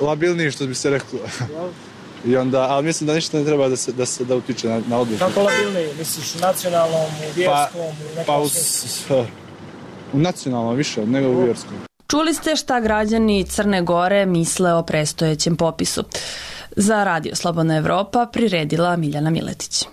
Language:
Serbian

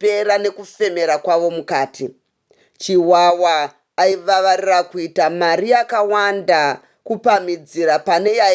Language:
Shona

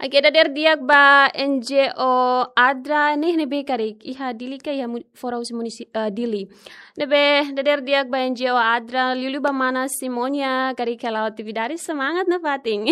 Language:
Tetum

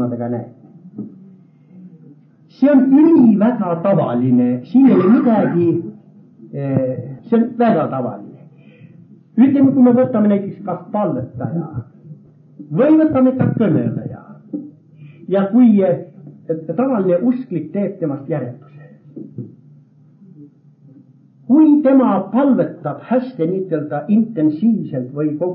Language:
Estonian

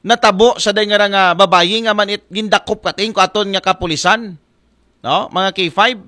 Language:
Aklanon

